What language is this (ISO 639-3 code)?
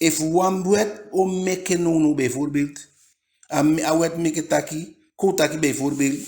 djk